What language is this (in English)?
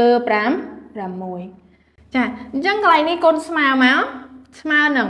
Khmer